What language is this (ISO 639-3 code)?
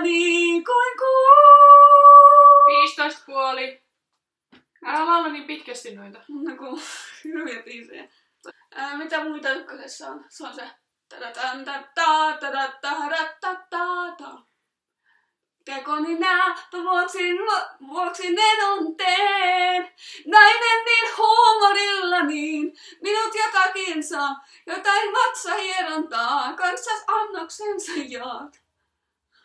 fin